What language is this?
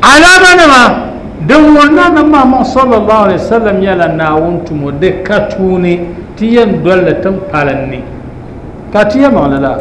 Dagbani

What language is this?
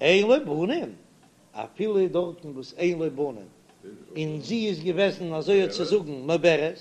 Yiddish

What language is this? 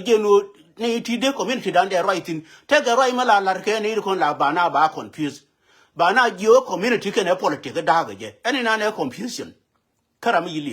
Nuer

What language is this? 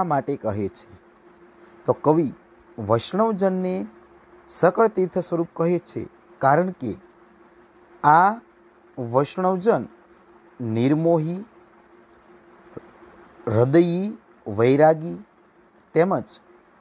Gujarati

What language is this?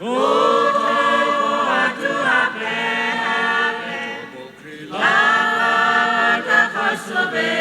Lahu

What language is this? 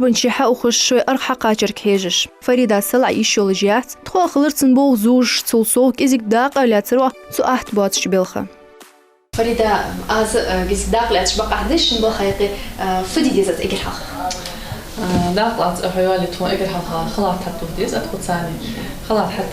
Ingush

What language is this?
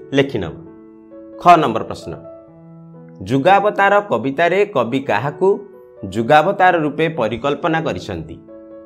Odia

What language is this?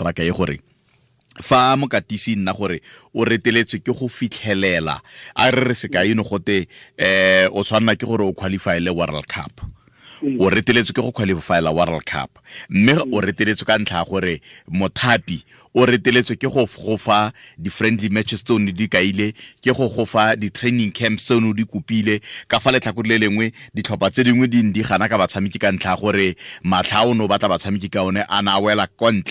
Tswana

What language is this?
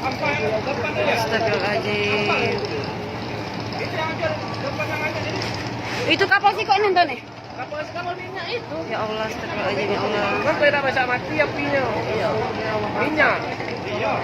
Musi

